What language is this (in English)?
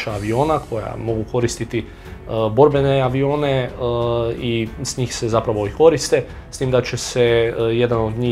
Croatian